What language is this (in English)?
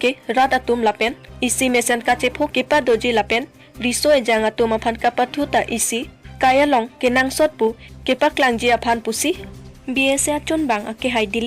Karbi